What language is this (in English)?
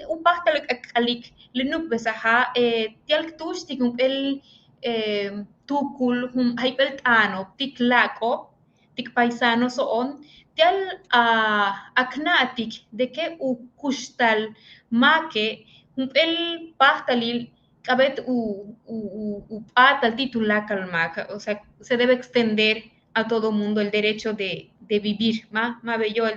Yucateco